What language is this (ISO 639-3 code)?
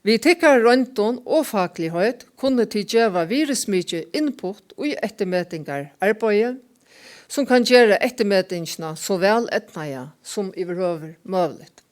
fao